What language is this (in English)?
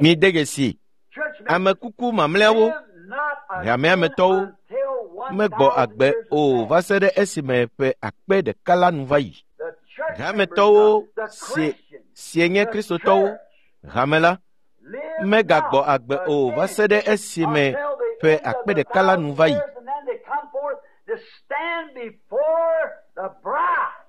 Ewe